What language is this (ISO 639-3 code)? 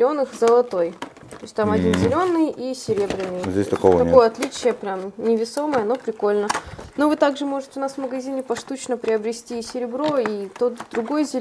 rus